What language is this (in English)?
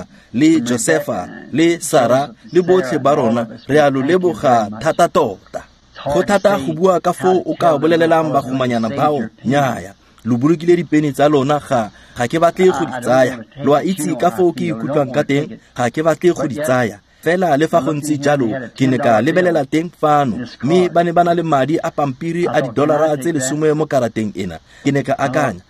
Tswana